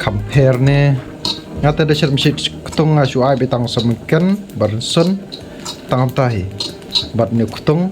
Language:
Khasi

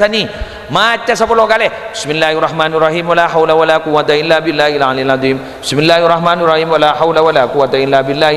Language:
Madurese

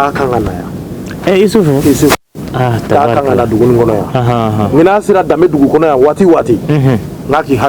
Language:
Bambara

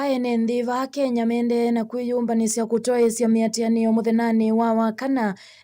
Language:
Kamba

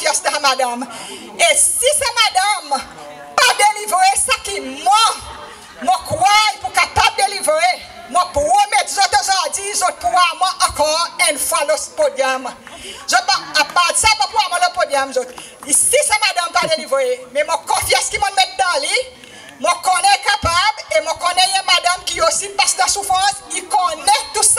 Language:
Seselwa Creole French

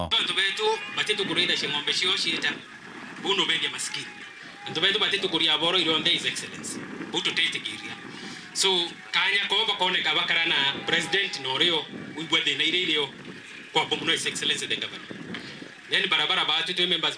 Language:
Meru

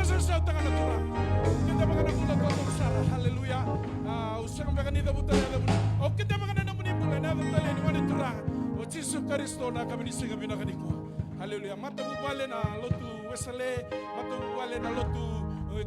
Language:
Fijian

